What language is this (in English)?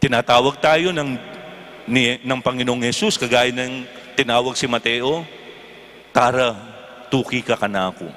Pampanga